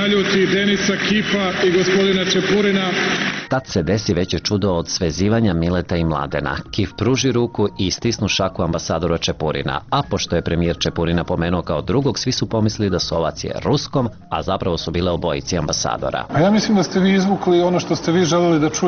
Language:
Serbian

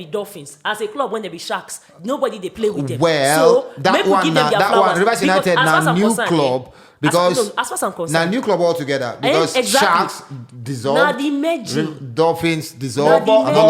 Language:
Nigerian Pidgin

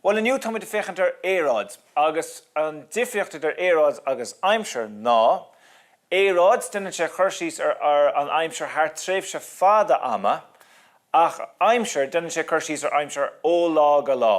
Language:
Irish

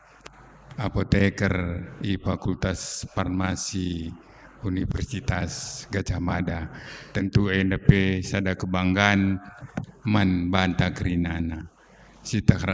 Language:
Batak Karo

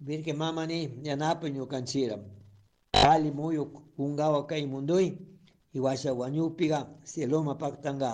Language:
Chimborazo Highland Quichua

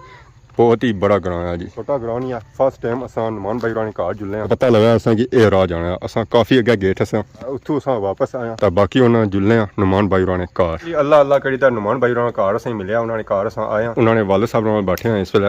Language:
Pahari-Potwari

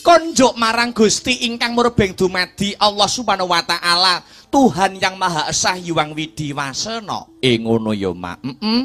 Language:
Javanese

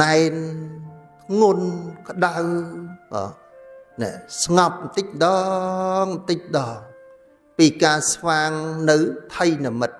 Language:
Khmer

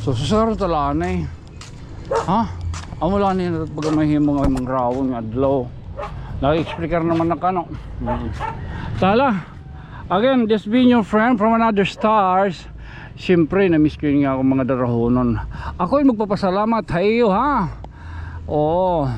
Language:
Waray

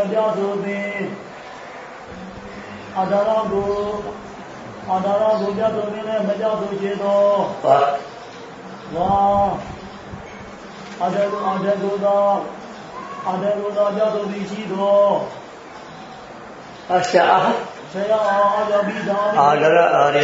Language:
Burmese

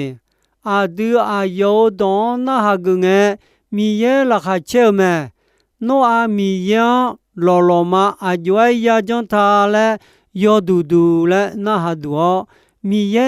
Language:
Akha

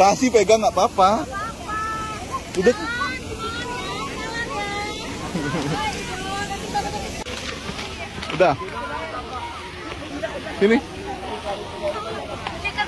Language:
Indonesian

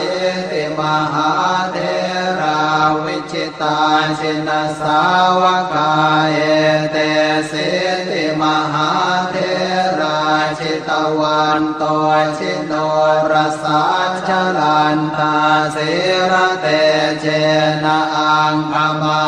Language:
Pali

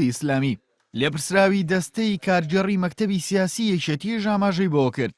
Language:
Central Kurdish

